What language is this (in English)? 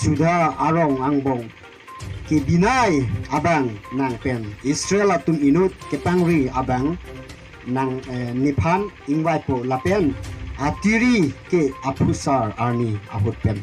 Karbi